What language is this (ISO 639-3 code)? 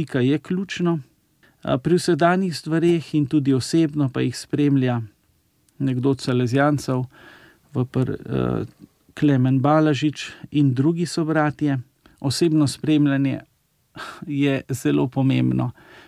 slv